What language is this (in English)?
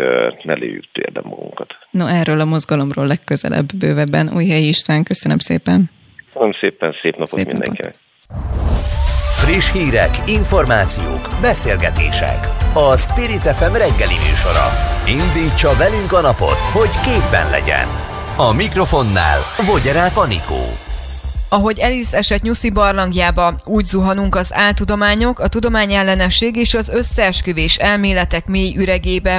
Hungarian